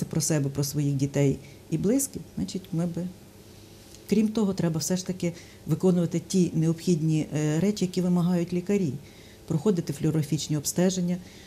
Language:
Ukrainian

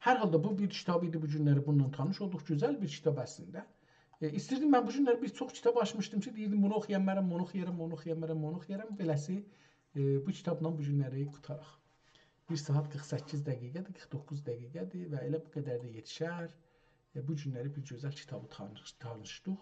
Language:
South Azerbaijani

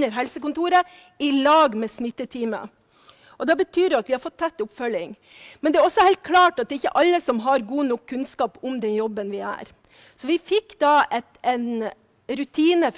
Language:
Norwegian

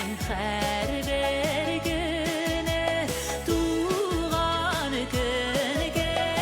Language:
Bashkir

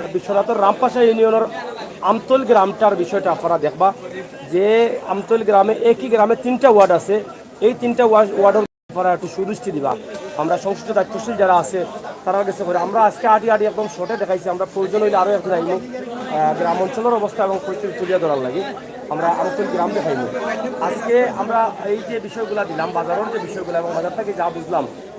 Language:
Sylheti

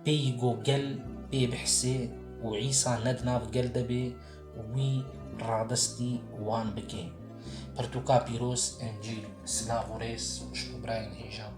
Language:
Kurdish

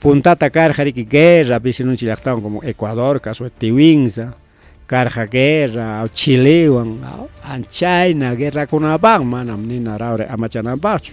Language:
Ayacucho Quechua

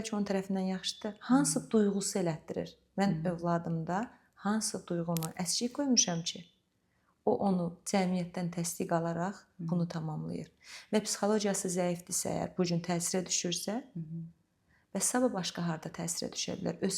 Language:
Azerbaijani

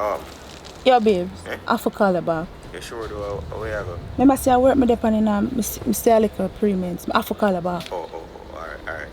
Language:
Jamaican Creole English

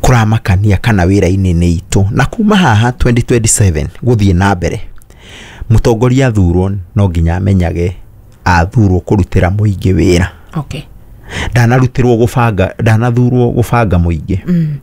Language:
Kikuyu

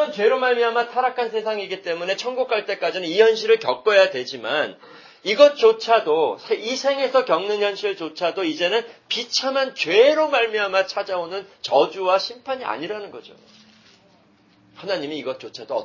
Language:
Korean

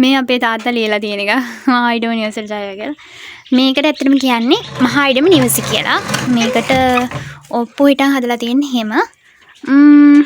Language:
Sinhala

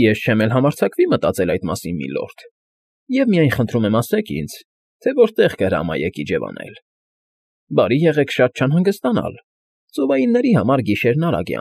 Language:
Armenian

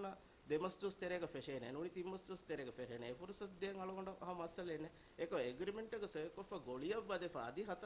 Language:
Divehi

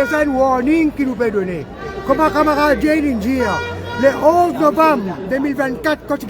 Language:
Morisyen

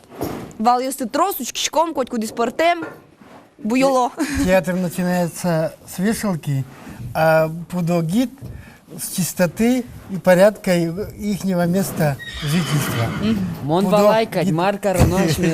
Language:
Udmurt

